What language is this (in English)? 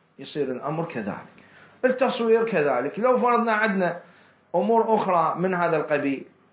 Mesopotamian Arabic